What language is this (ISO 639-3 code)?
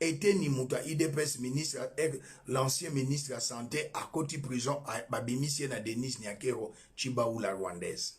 lin